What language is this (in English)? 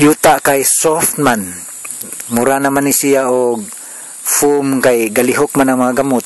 Cebuano